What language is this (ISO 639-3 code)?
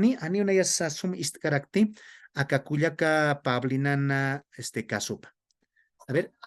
aym